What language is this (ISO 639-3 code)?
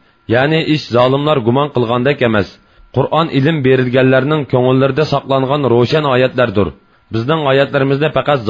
uig